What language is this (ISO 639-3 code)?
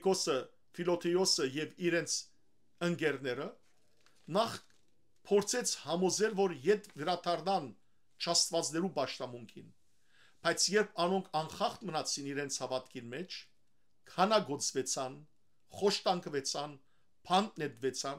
hyw